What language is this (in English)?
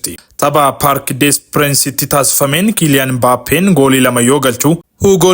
Oromo